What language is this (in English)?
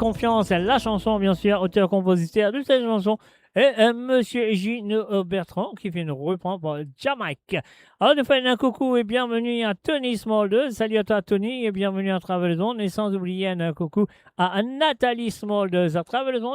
Morisyen